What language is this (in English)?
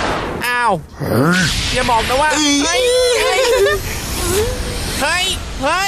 Thai